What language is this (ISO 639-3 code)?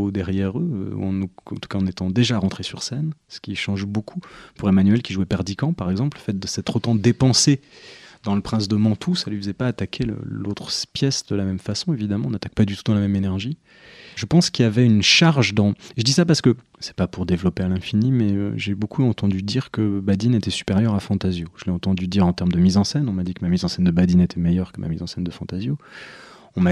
fra